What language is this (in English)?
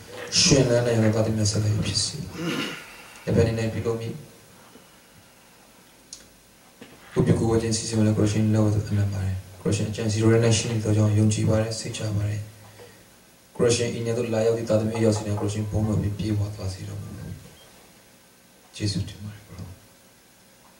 Burmese